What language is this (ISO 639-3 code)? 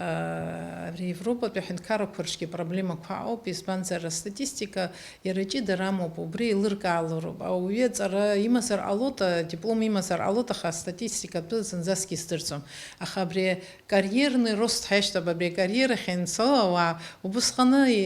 abk